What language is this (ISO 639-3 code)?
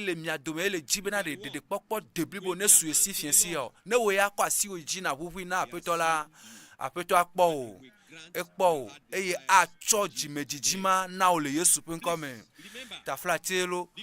ewe